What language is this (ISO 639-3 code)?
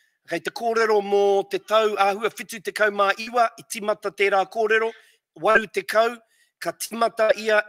mri